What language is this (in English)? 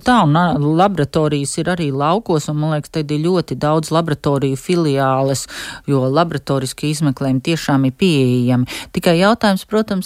Latvian